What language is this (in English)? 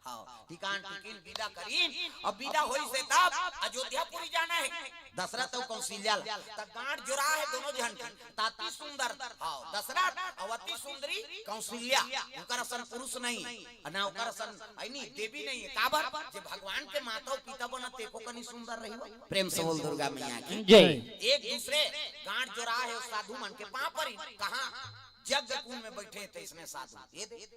Chhattisgarhi